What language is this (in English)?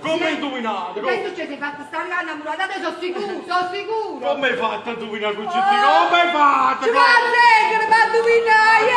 Neapolitan